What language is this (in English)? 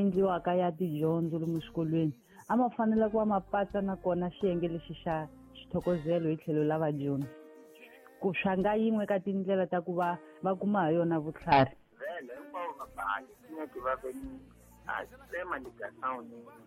Tsonga